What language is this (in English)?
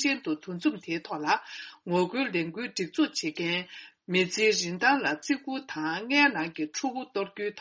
Tibetan